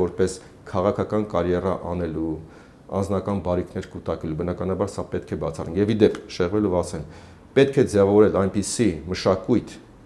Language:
Armenian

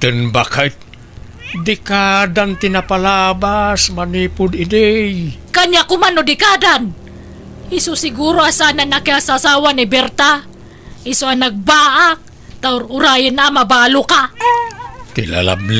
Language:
Iloko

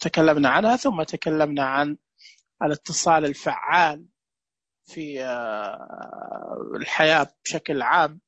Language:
Najdi Arabic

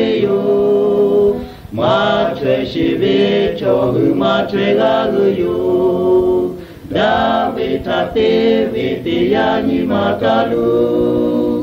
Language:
Lahu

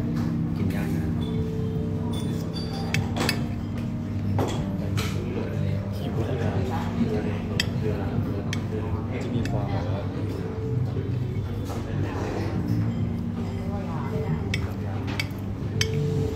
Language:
Thai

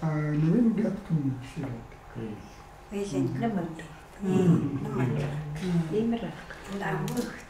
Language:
Chukot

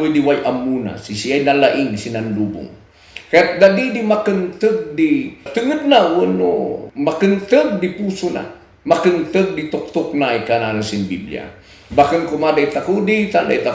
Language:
Kankanaey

